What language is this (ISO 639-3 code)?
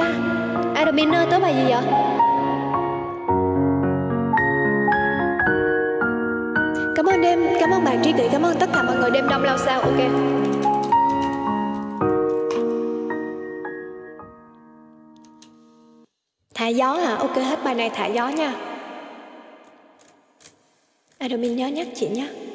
vie